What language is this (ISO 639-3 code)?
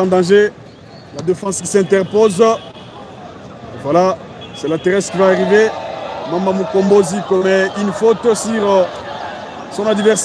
fra